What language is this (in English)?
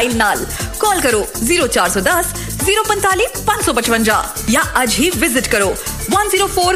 Punjabi